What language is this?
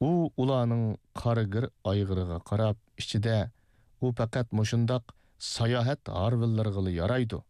Uyghur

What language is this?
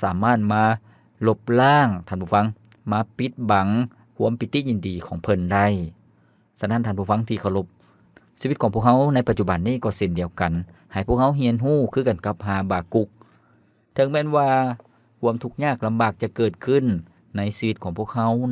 Lao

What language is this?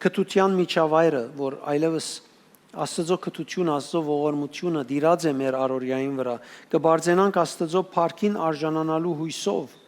Western Armenian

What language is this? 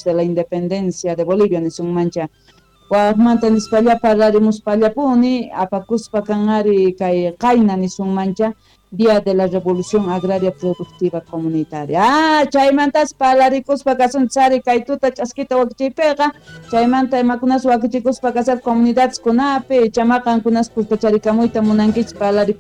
South Bolivian Quechua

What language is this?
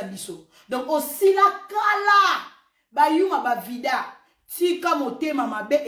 Lingala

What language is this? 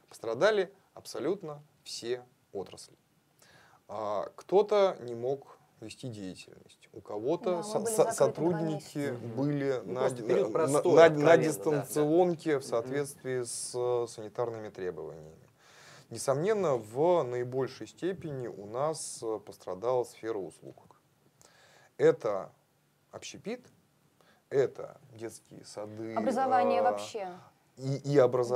Russian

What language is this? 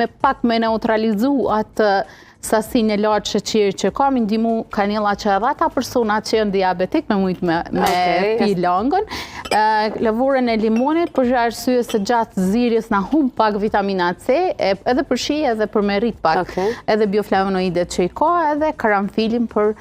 Albanian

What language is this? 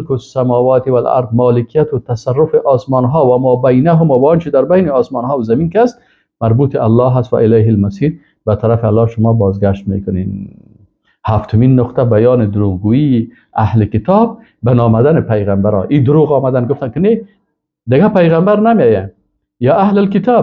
Persian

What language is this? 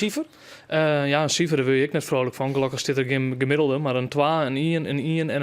Western Frisian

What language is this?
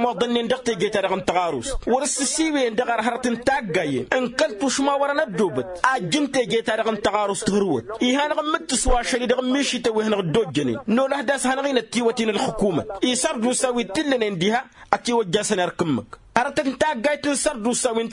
Tamasheq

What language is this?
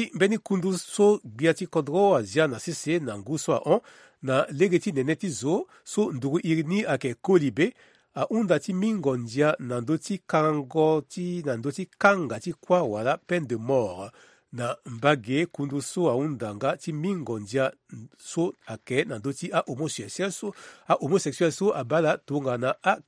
Sango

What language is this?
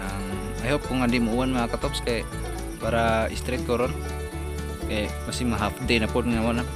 Cebuano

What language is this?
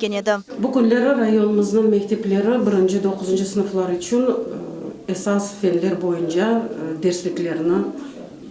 Crimean Tatar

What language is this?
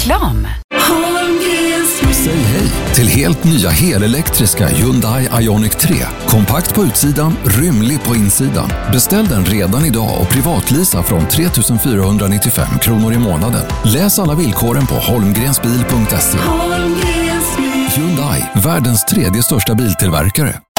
Swedish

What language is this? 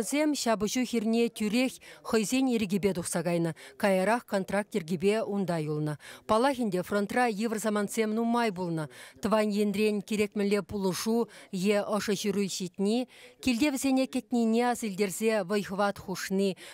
Chuvash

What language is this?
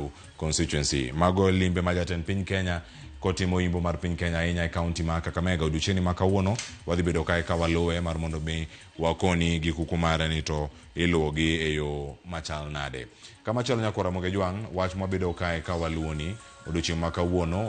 Luo (Kenya and Tanzania)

